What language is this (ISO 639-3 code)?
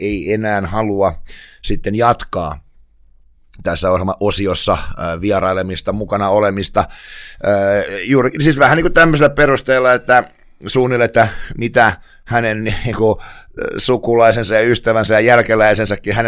fin